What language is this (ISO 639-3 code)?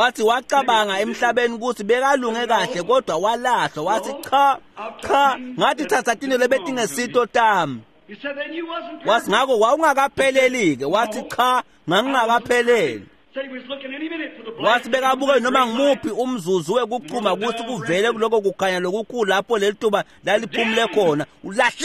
ssw